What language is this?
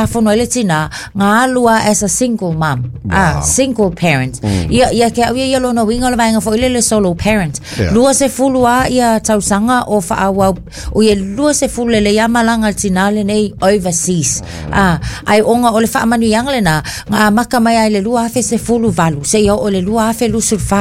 Samoan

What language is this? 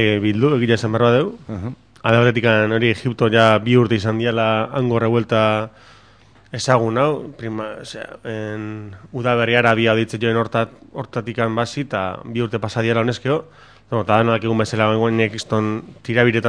Basque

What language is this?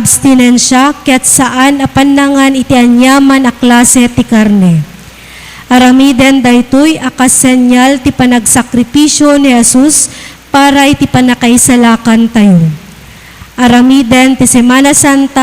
Iloko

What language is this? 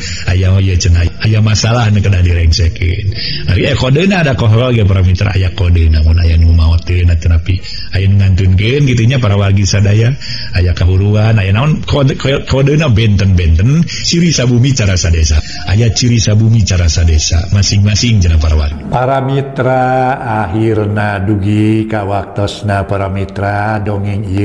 Sundanese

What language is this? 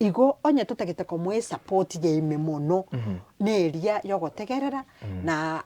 Gusii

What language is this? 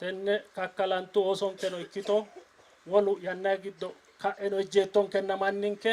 Sidamo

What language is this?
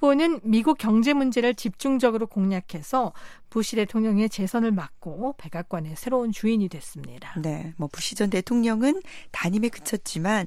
Korean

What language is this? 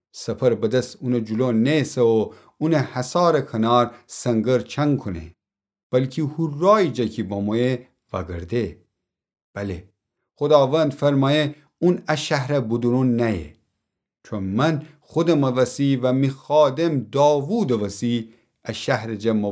Gilaki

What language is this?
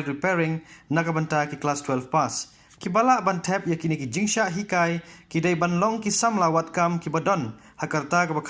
Khasi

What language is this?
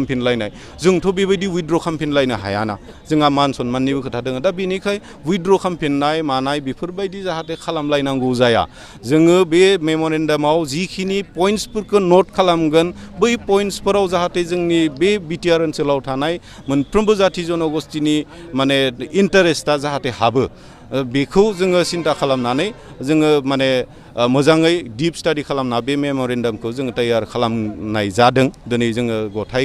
Bodo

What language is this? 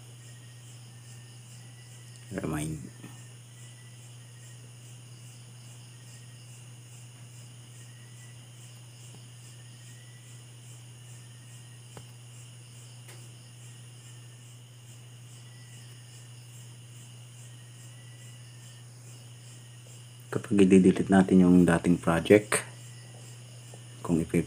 Filipino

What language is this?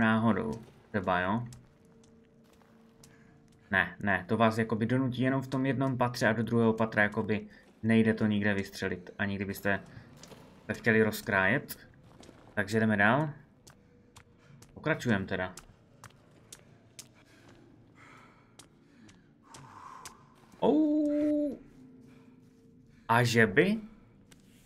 Czech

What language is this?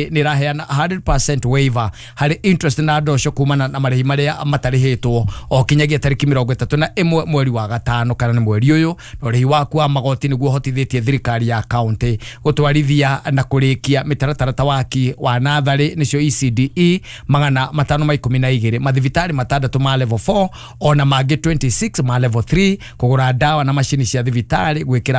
Kikuyu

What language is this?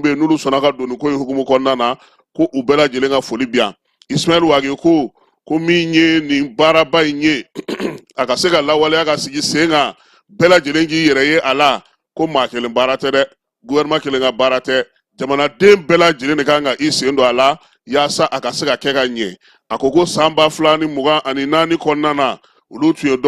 Bambara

